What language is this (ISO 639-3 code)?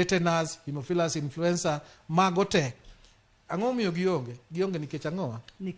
luo